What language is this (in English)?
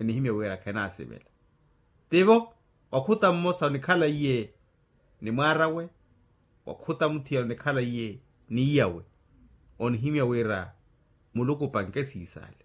Makhuwa